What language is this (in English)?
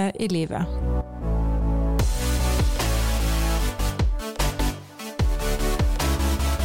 Norwegian